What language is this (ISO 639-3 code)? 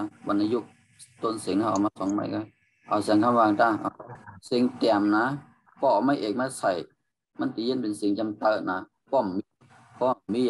shn